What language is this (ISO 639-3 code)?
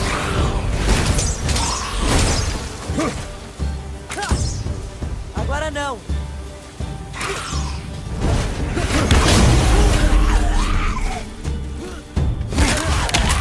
por